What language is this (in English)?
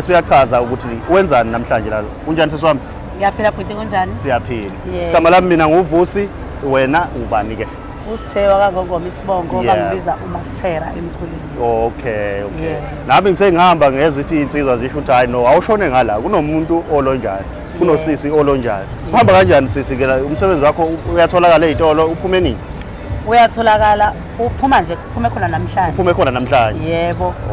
Zulu